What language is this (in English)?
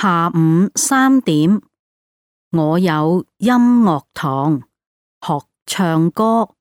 Cantonese